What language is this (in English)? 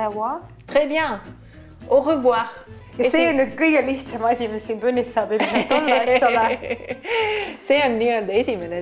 Estonian